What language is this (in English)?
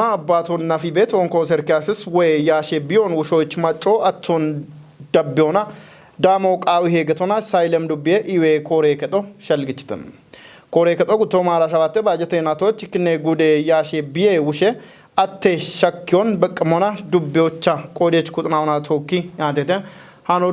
Kafa